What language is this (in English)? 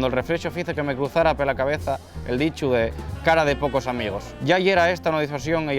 Asturian